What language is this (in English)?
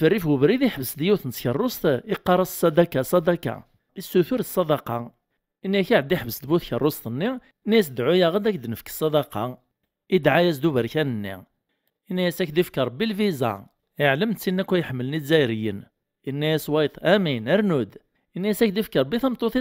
Kabyle